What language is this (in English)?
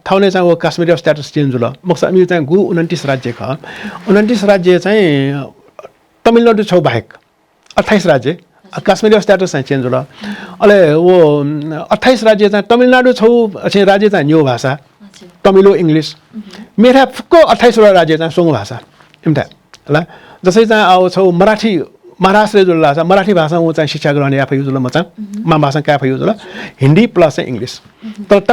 Newari